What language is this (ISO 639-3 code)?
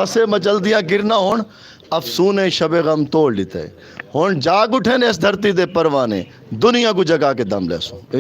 skr